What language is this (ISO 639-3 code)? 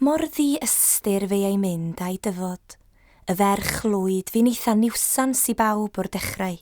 cym